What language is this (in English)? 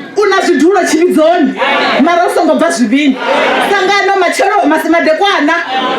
Venda